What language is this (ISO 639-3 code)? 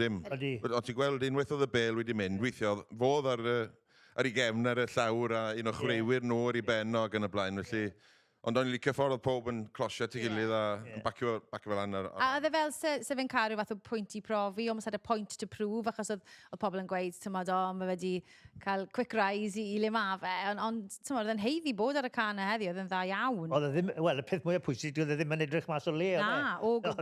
cym